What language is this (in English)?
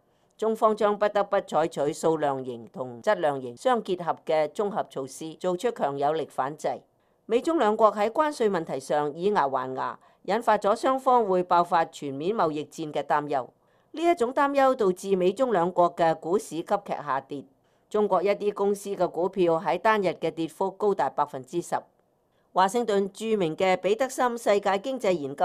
Cantonese